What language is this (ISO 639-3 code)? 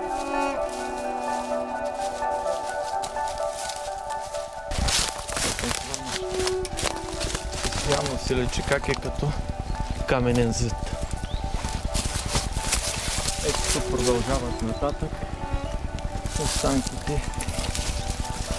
bul